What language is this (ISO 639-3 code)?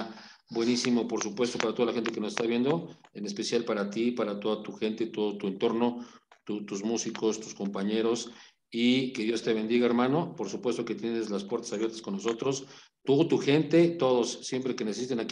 spa